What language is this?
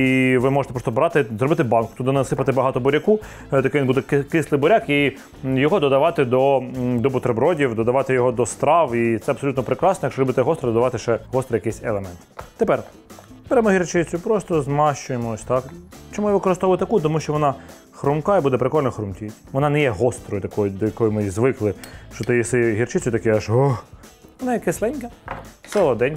Ukrainian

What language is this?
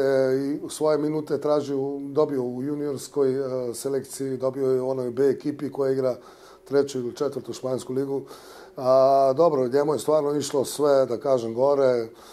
Bosnian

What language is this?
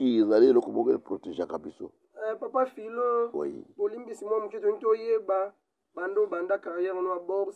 Lingala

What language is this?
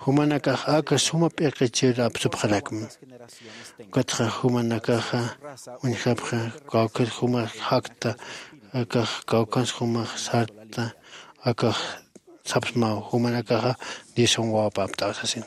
Aymara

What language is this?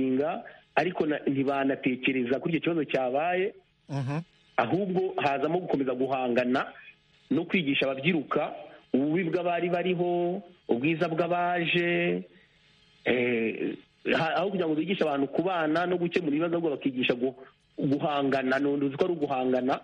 Kinyarwanda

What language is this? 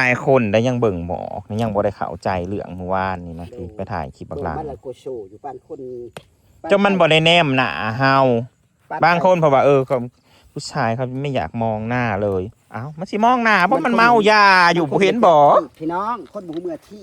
Northeastern Thai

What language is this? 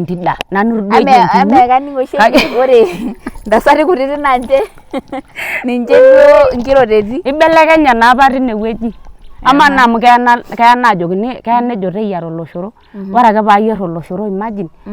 Masai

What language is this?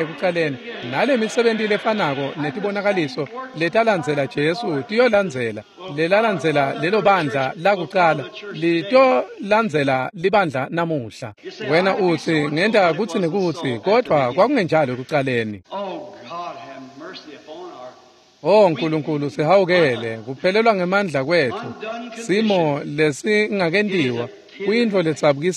Swati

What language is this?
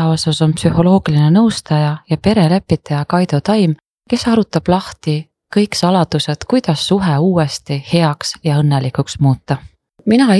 Estonian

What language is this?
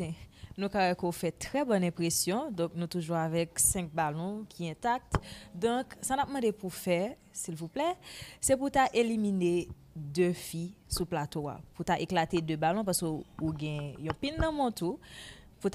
Haitian Creole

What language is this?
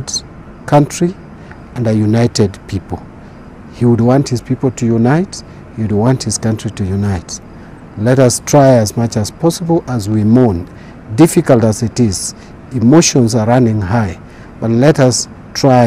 Gusii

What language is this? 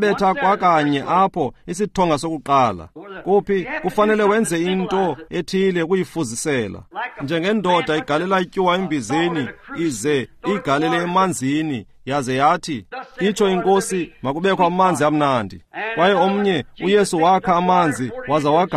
Xhosa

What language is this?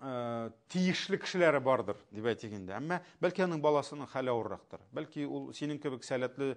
Tatar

